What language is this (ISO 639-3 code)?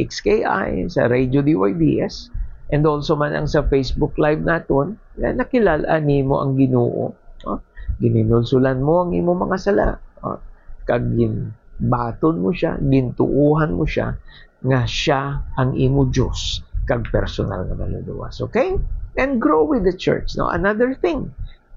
hil